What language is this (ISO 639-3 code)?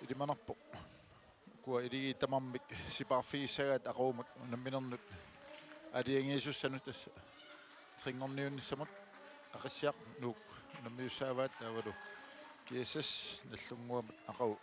kal